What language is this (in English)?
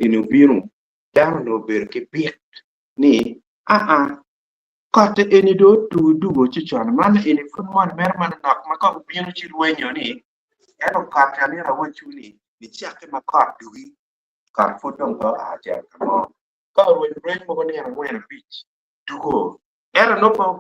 Acoli